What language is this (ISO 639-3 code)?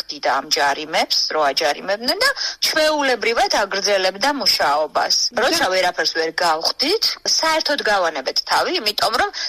kat